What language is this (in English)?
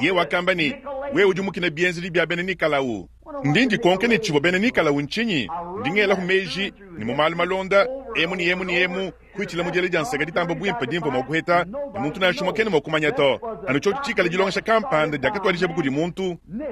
Luba-Lulua